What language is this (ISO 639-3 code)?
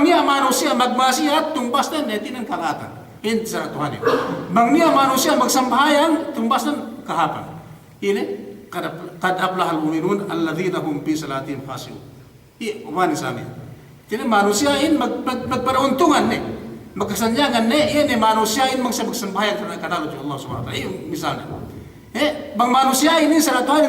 yka